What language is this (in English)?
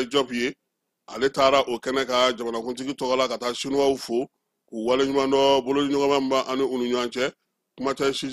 Bambara